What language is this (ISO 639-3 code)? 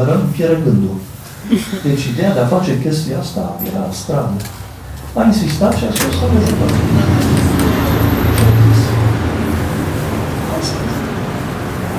ron